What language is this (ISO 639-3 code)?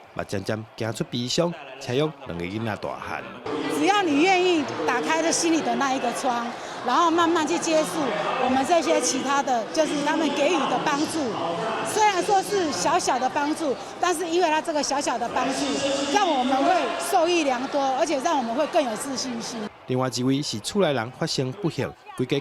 nan